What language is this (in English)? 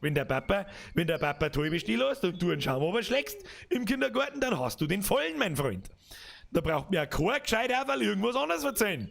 Bavarian